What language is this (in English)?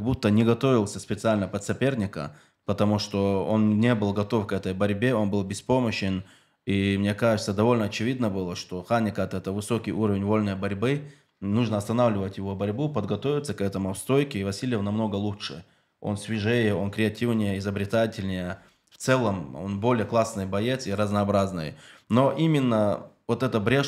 Russian